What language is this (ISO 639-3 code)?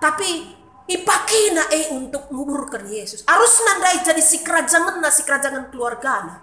btx